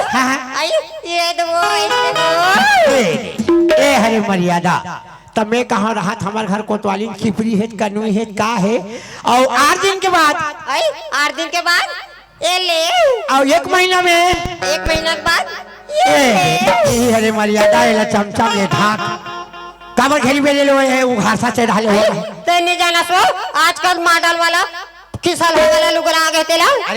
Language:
Chhattisgarhi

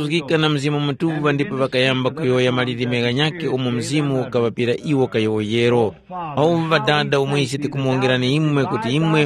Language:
Tumbuka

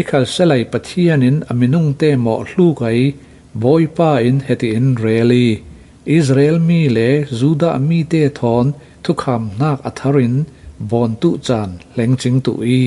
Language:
Falam Chin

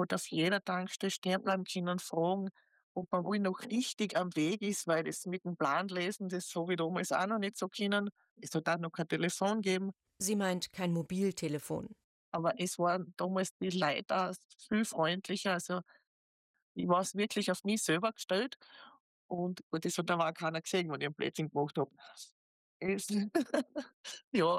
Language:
German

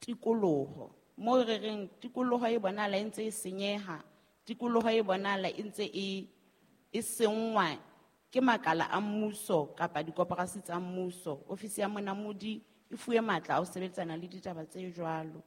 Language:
Southern Sotho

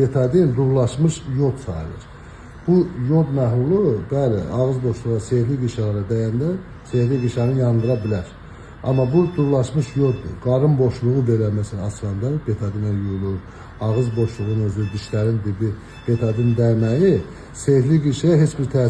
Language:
Azerbaijani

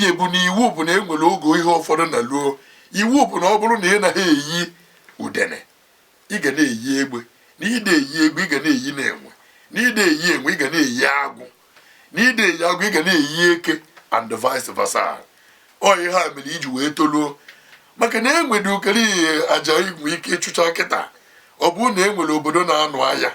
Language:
Igbo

